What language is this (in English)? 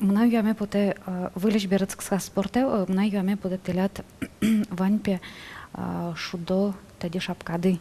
Udmurt